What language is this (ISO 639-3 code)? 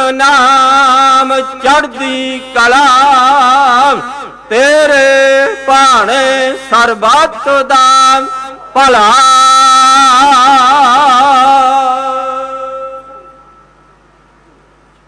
pan